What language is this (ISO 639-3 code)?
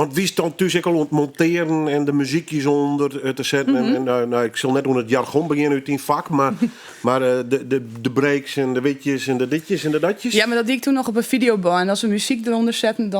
fry